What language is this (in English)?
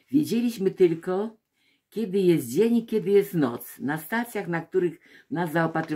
Polish